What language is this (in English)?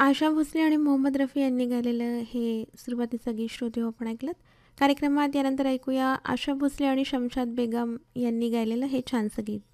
Marathi